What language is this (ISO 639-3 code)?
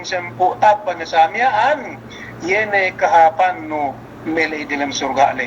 yka